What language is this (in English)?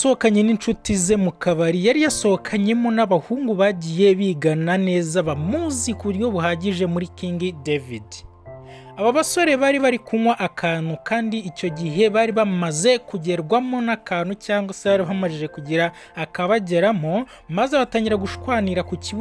Kinyarwanda